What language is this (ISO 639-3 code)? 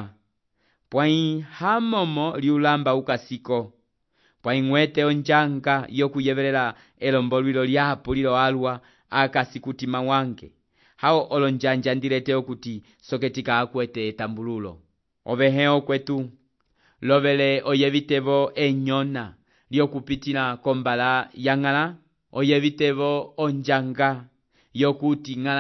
umb